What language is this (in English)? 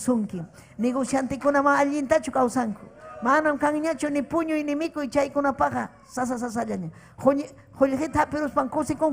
Ayacucho Quechua